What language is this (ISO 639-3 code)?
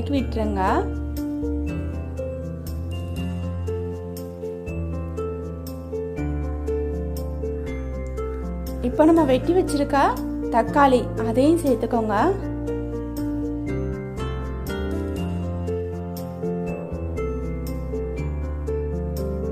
tam